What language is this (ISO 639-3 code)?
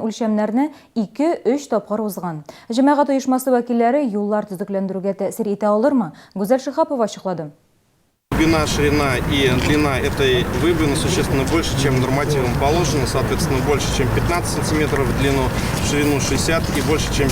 tat